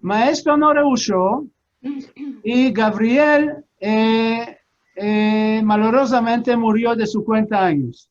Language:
Ladino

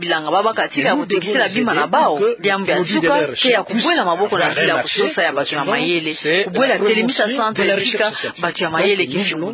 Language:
Kituba (Democratic Republic of Congo)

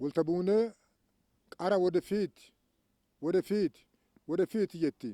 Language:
Oromo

